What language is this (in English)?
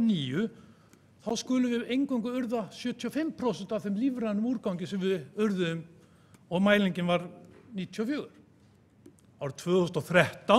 Icelandic